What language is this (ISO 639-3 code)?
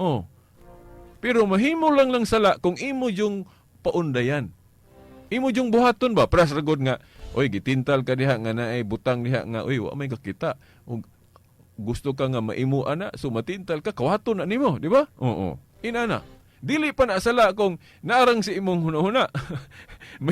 ceb